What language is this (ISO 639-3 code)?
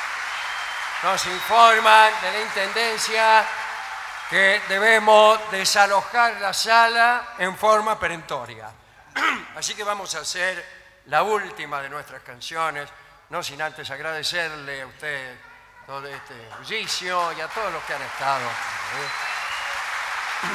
spa